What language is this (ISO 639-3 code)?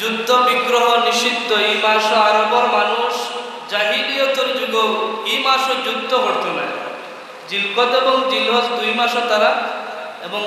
syl